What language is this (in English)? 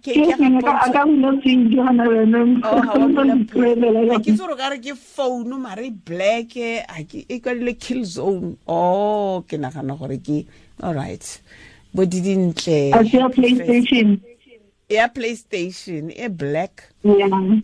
Tswana